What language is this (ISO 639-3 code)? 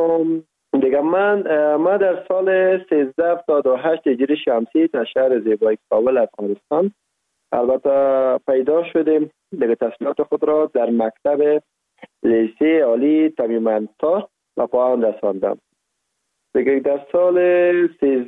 fas